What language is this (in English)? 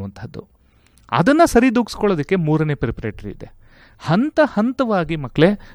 Kannada